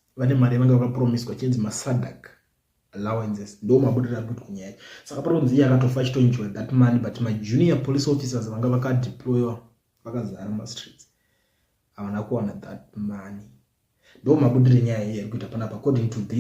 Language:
Shona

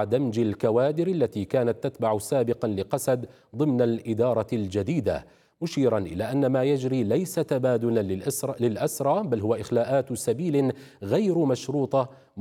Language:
Arabic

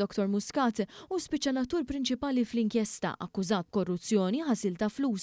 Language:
Maltese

